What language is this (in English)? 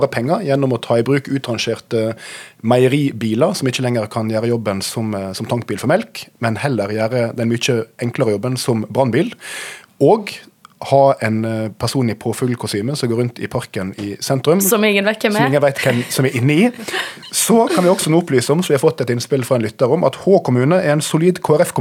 Norwegian